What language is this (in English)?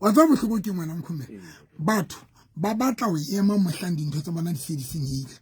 Southern Sotho